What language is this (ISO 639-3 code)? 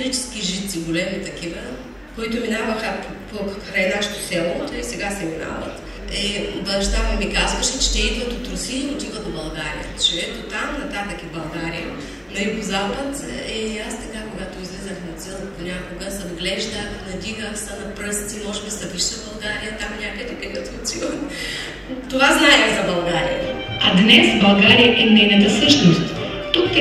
bul